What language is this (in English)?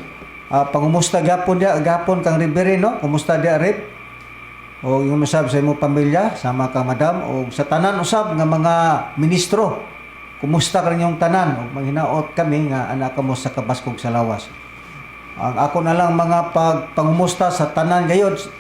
Cebuano